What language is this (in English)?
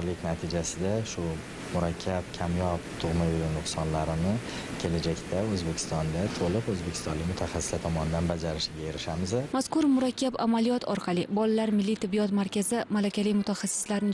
Uzbek